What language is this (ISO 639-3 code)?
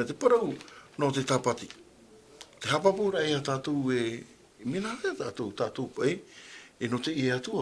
tah